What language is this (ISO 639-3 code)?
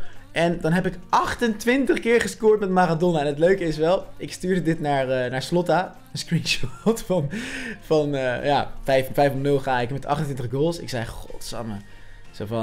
nld